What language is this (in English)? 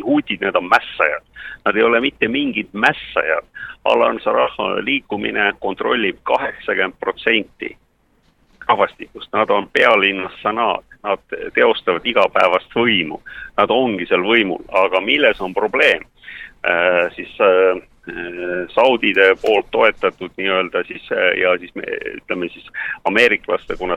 Estonian